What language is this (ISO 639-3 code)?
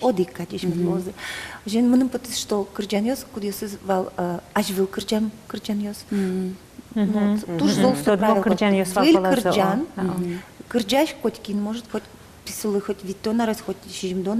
udm